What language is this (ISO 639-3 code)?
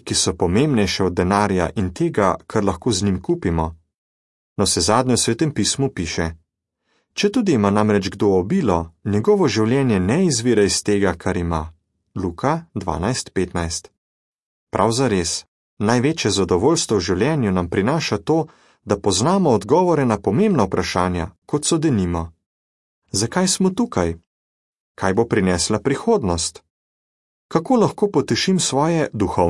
slv